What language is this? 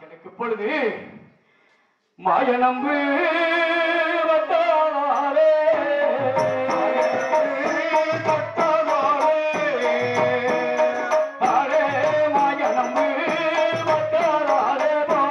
Tamil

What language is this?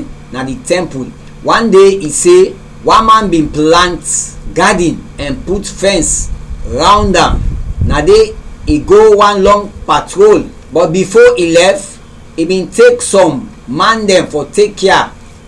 Krio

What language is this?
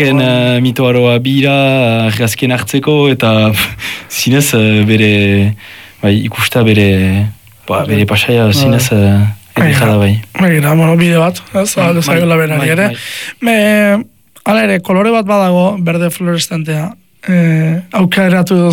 Basque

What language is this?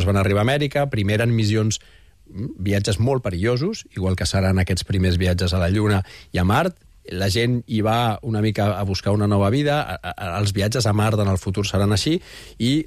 Catalan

